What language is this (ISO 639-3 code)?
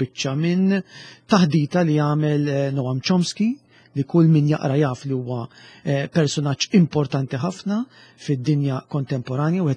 mlt